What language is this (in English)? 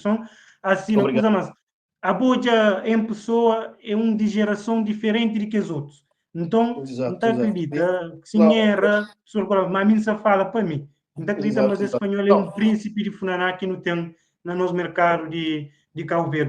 Kabuverdianu